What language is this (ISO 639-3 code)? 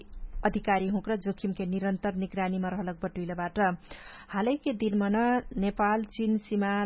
thl